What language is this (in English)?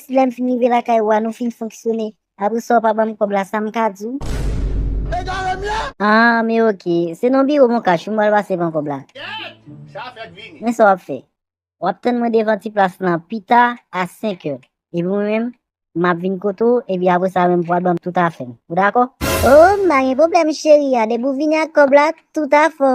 Haitian Creole